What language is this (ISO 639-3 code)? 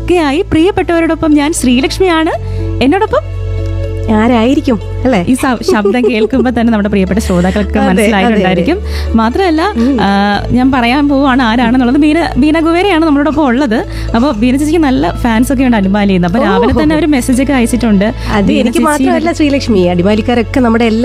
mal